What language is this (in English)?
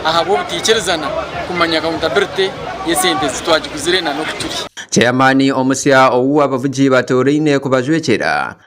Nyankole